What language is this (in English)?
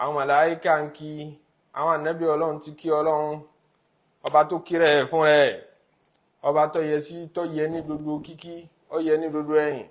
Yoruba